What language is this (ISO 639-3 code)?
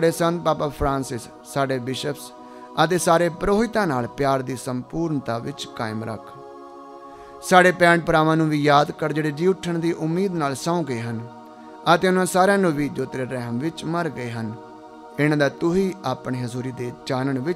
pan